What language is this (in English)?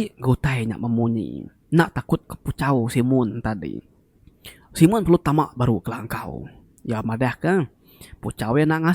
Iban